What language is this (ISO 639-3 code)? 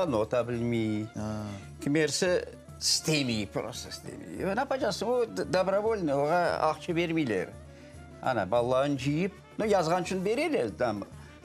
crh